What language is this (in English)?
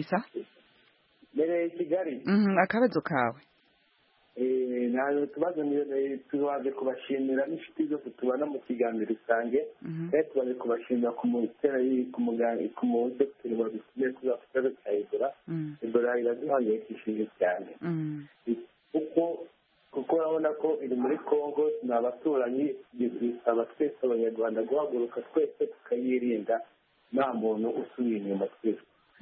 Kinyarwanda